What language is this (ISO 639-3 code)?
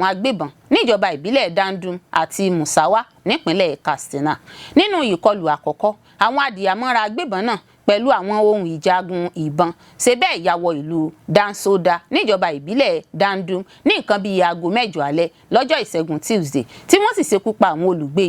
yor